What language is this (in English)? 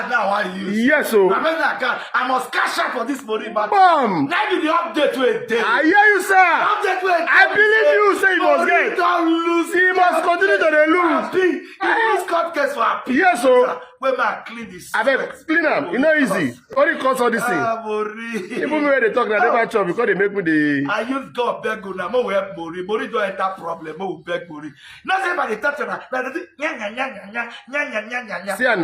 Nigerian Pidgin